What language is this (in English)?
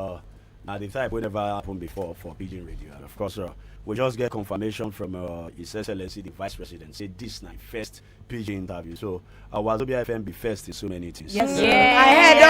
Nigerian Pidgin